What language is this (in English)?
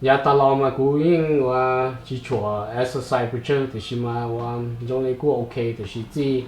Hmong